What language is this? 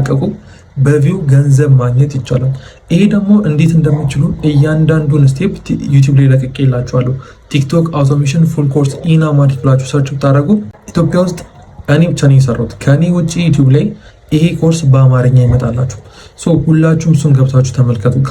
Amharic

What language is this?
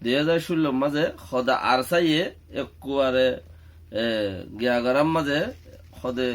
Rohingya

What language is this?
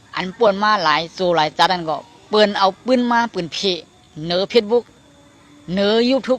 Shan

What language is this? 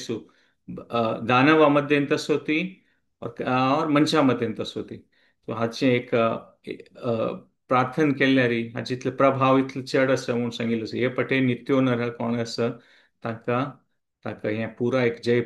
Konkani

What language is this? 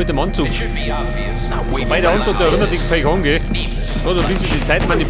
Bavarian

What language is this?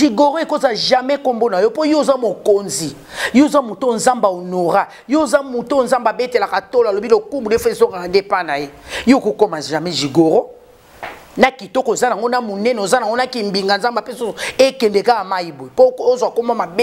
Lingala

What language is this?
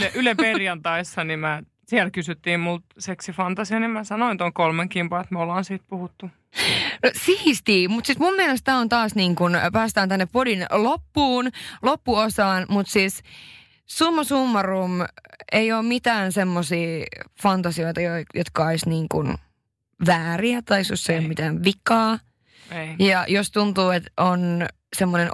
Finnish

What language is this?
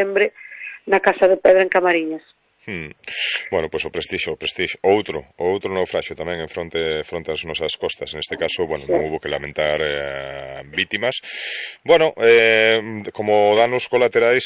Galician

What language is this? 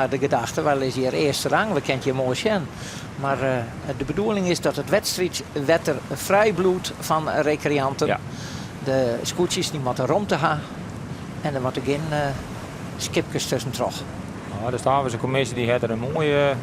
Western Frisian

